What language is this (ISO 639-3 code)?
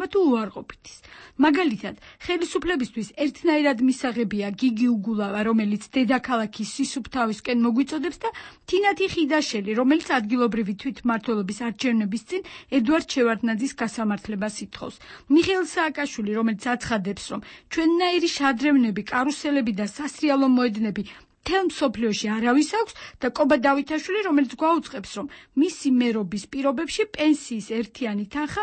kat